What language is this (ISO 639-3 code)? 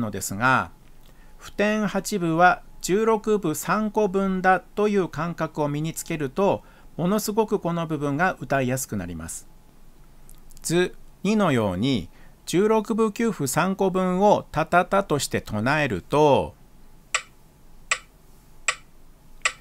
jpn